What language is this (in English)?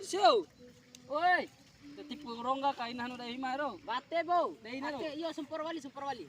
Bima